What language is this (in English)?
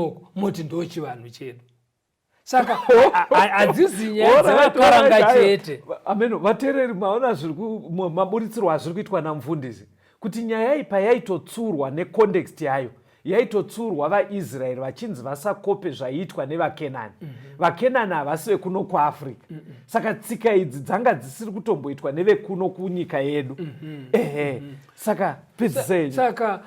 Shona